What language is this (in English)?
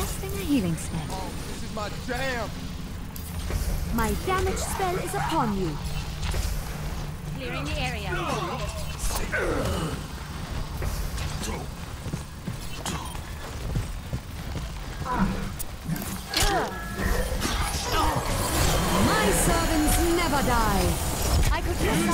English